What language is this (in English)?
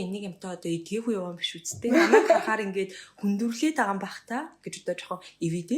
Mongolian